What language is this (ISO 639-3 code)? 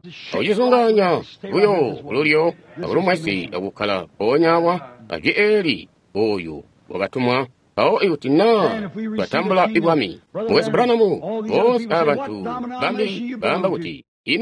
toi